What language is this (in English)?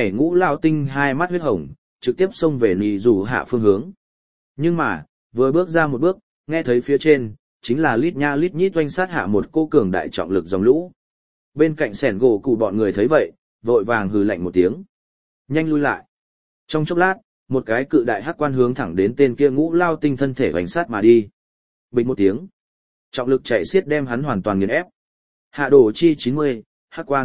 Vietnamese